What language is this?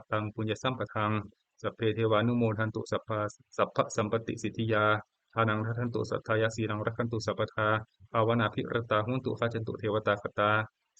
Pali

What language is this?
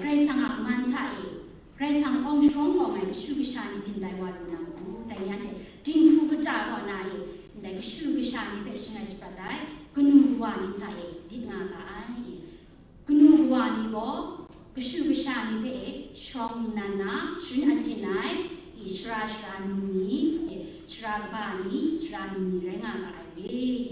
Kachin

